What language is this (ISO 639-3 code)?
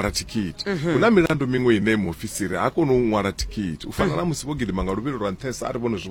ven